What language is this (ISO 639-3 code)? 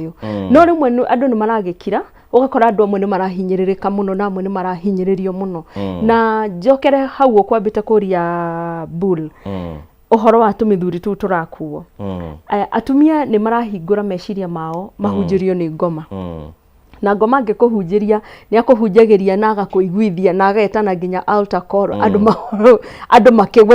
kik